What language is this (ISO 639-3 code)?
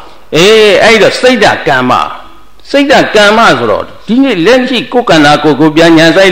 mya